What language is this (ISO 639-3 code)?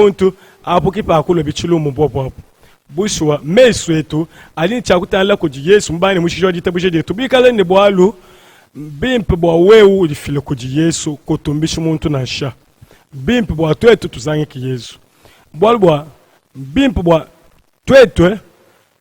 lua